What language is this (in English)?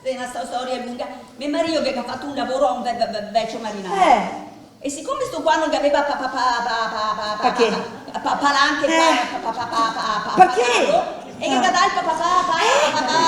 Venetian